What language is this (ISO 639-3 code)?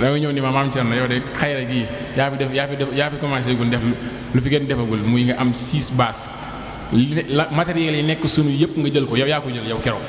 wol